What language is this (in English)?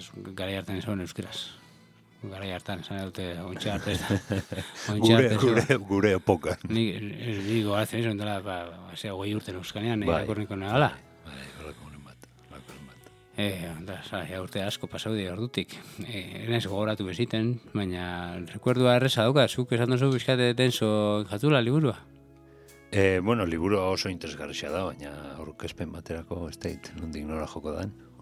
Basque